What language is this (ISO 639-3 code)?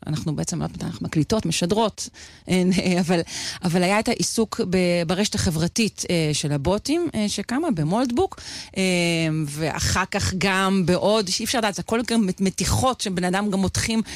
heb